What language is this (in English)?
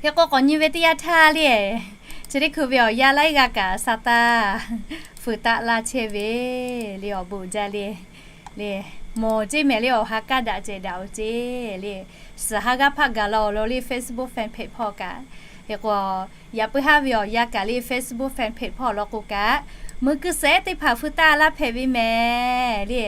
Lahu